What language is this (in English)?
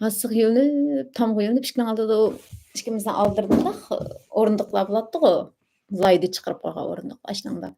Uyghur